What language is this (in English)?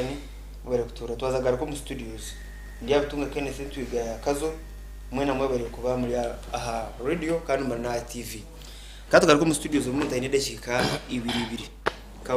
Nyankole